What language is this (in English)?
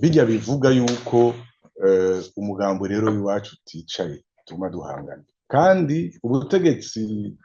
Rundi